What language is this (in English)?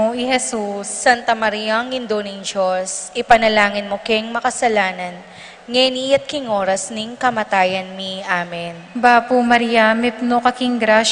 Pampanga